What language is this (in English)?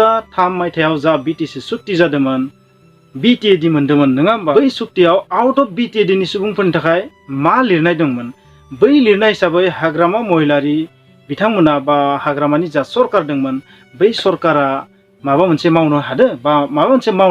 Bodo